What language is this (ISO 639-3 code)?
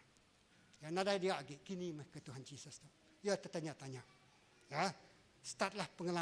iba